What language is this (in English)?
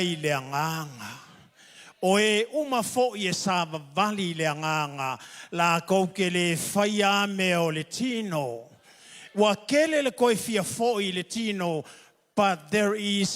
Samoan